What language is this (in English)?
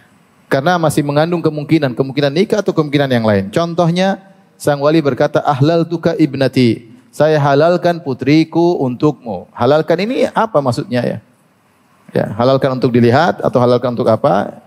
Indonesian